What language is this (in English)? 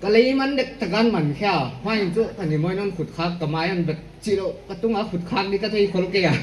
Paite Chin